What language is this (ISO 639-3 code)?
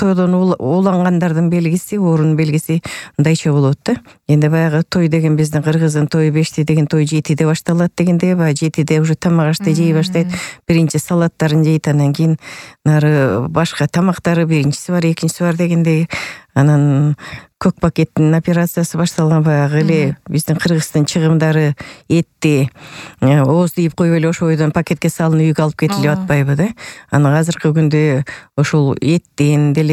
kir